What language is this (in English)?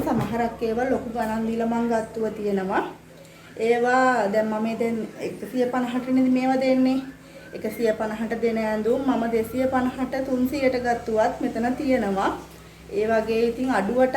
Sinhala